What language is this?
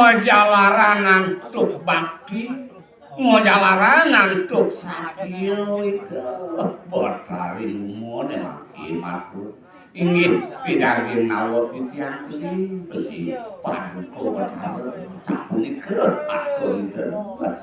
Balinese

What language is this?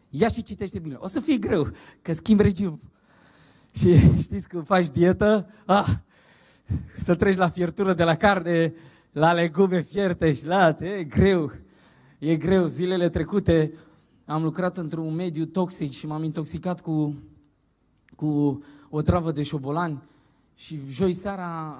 Romanian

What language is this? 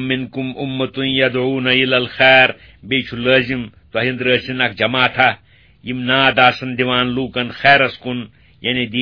Kashmiri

